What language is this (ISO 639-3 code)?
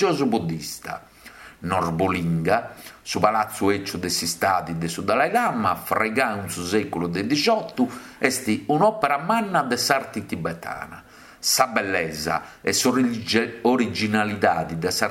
srd